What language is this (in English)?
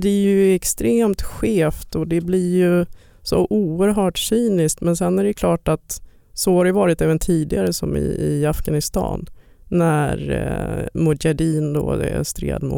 Swedish